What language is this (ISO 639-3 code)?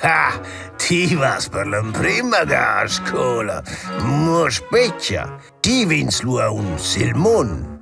roh